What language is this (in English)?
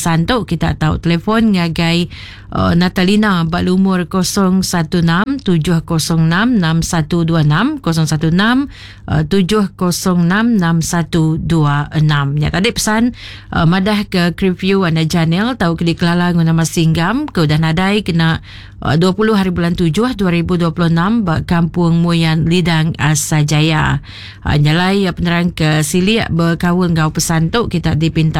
Iban